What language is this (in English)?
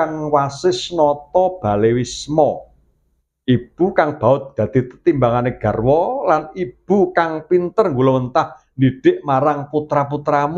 Javanese